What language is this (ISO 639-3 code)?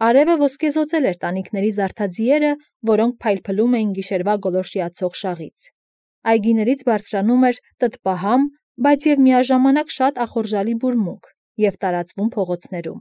hye